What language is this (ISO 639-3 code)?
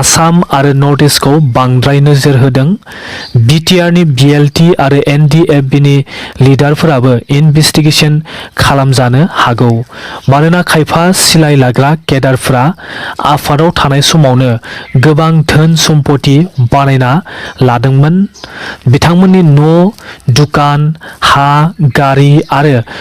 brx